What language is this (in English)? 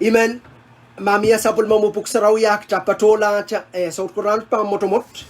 Pohnpeian